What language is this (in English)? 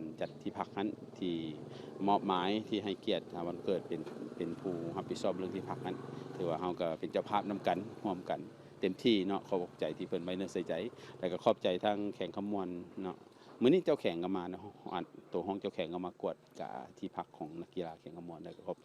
Lao